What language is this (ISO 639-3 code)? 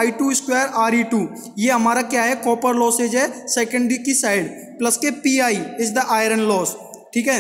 hin